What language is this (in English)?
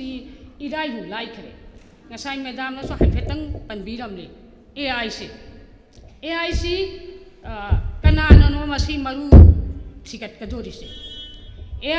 Manipuri